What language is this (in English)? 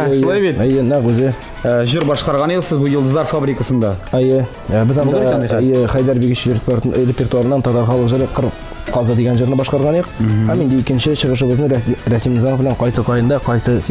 Tatar